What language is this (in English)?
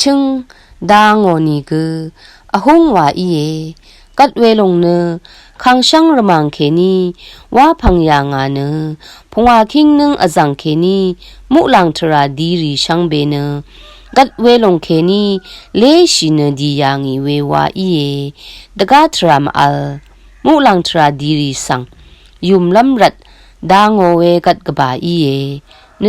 Rawang